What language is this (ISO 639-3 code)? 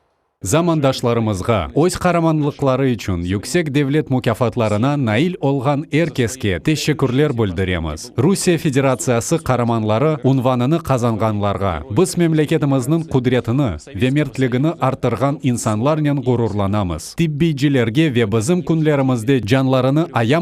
crh